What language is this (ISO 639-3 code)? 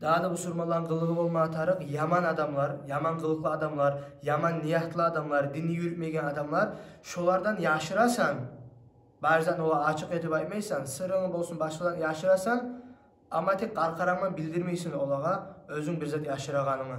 kum